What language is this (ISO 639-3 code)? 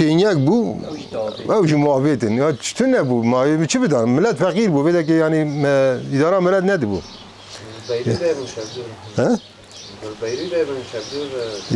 kur